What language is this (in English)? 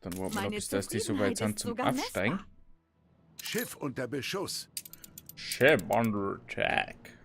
Bavarian